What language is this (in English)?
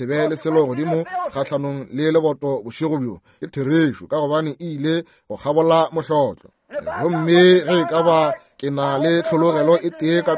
Northern Sotho